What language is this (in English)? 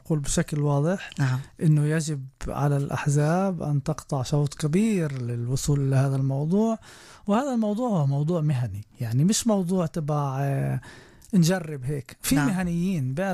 North Levantine Arabic